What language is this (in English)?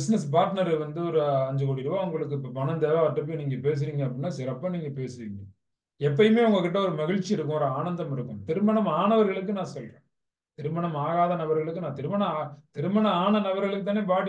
Tamil